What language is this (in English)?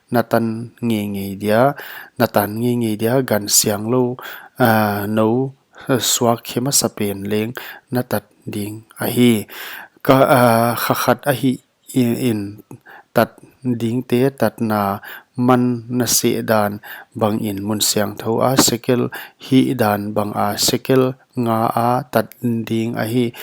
Paite Chin